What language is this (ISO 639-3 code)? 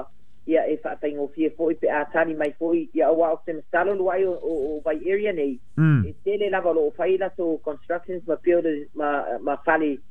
smo